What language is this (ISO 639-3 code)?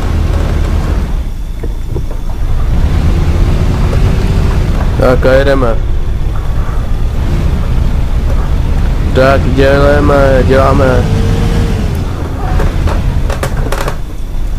ces